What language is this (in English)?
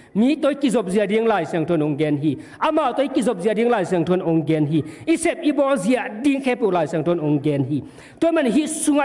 Tedim Chin